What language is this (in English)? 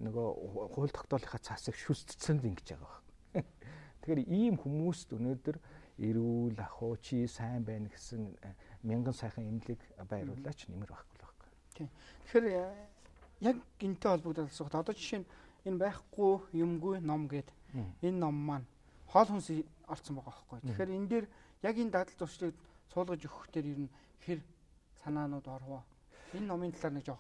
Mongolian